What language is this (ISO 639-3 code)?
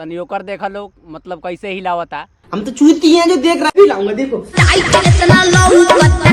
bho